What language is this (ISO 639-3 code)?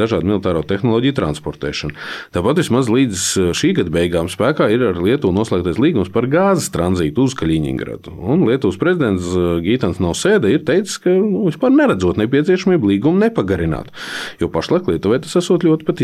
lav